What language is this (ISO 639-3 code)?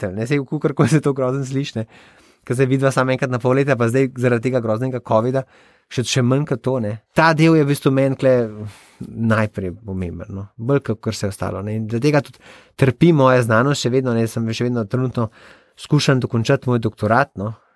slv